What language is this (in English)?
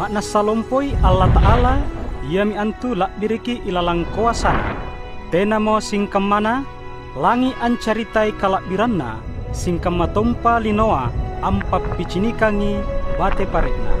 Makasar